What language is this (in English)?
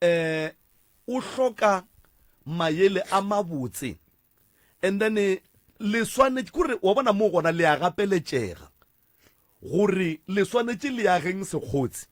Northern Sotho